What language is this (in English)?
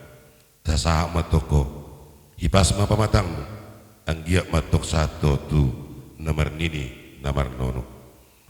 Batak Toba